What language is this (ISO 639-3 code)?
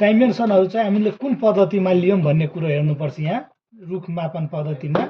nep